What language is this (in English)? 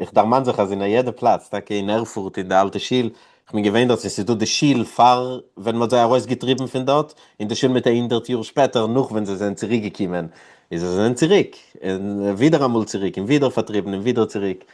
Yiddish